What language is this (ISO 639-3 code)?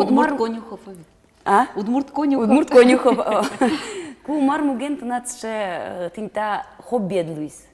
udm